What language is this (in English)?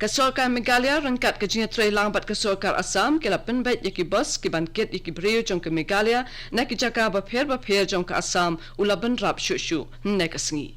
Khasi